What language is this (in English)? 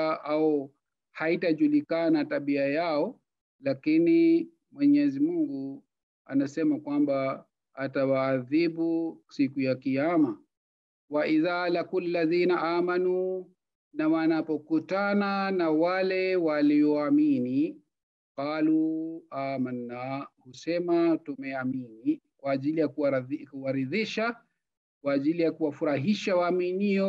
Swahili